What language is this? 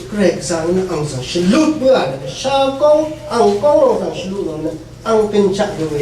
Rawang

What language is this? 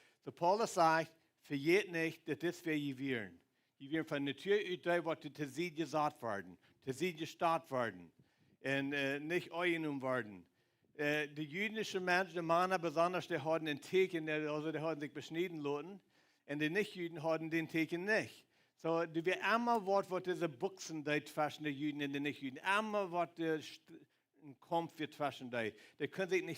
Plautdietsch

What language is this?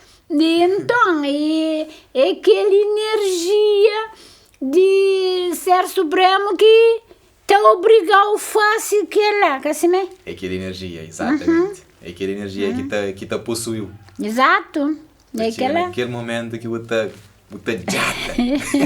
Kabuverdianu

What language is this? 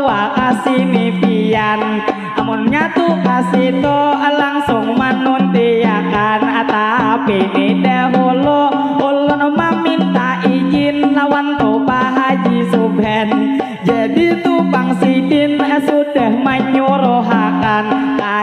Banjar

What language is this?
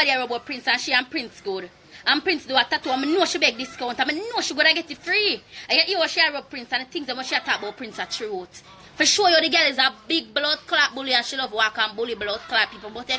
Jamaican Creole English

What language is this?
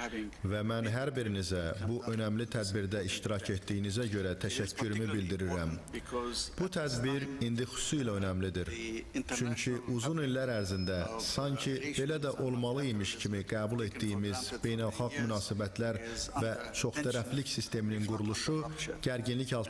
Azerbaijani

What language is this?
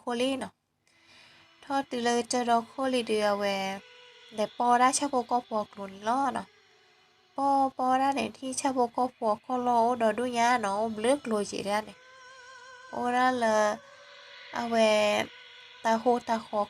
S'gaw Karen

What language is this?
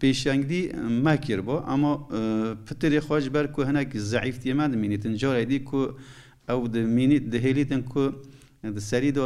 Kurdish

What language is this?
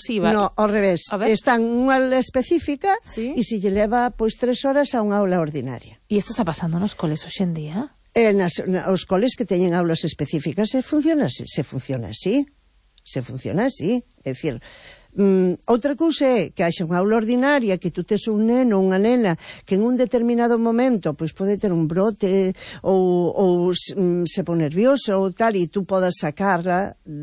Galician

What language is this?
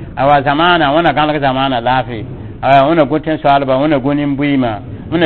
Mossi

